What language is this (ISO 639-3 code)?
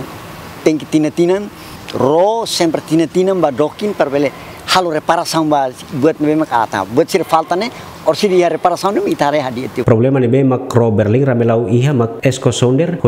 tet